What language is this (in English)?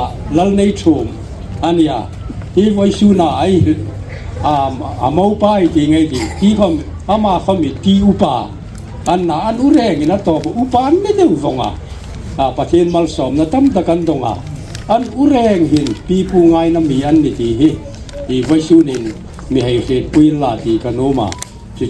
Hmar